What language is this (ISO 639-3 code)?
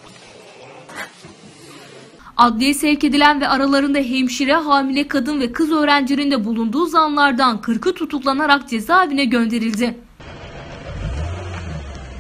tur